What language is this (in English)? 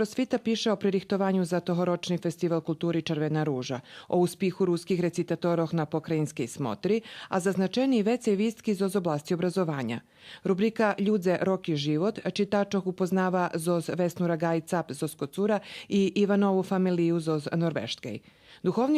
Rusyn